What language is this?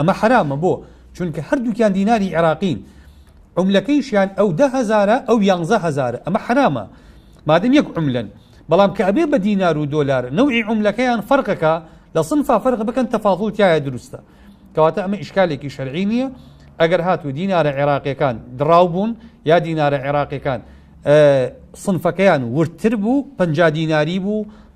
Central Kurdish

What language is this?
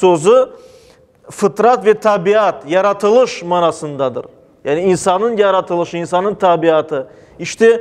Crimean Tatar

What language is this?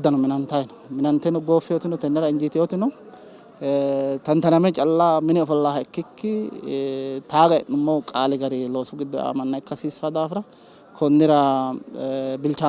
Sidamo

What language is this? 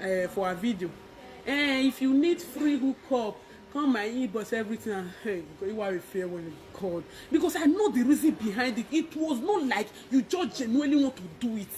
Nigerian Pidgin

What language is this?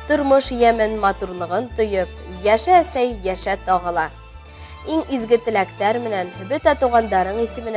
Bashkir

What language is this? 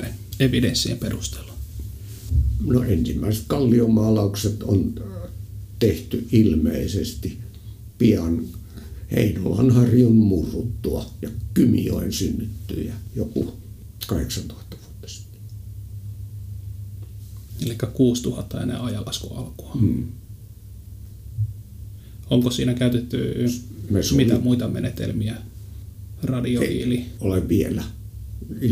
Finnish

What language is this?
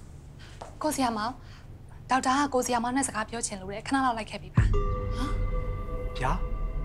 Burmese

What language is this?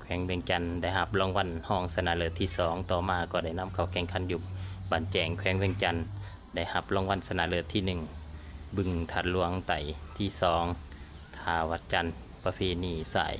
Lao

